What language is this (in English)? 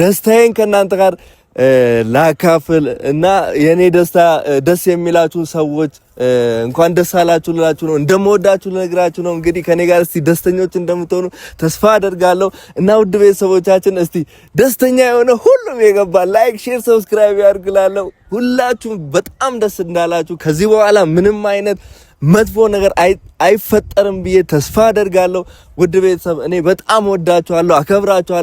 Amharic